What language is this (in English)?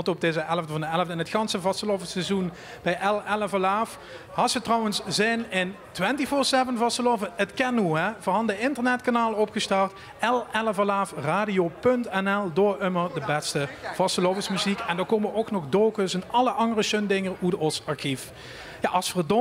Limburgish